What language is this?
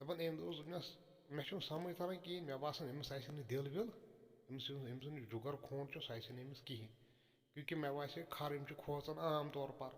Kashmiri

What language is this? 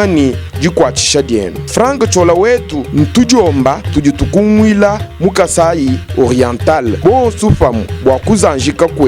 Luba-Lulua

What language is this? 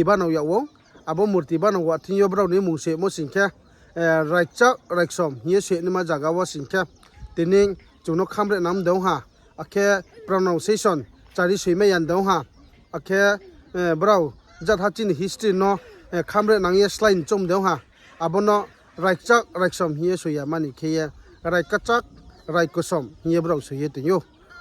Riang (India)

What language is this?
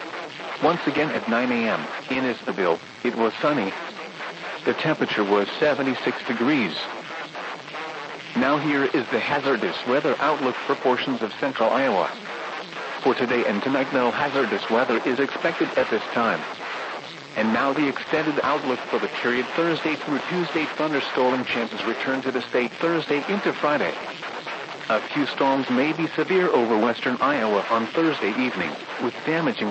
English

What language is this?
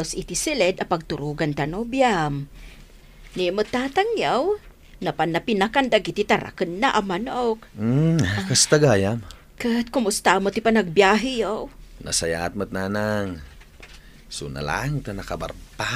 Iloko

